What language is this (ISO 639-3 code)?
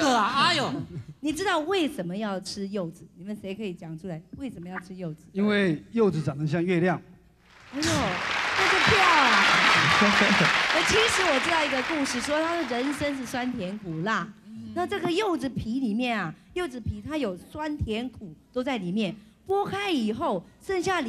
zho